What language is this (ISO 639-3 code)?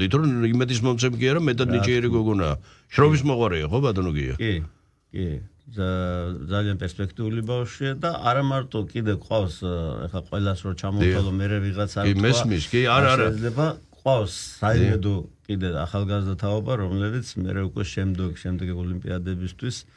kat